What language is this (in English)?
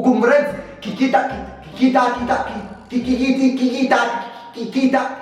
Neapolitan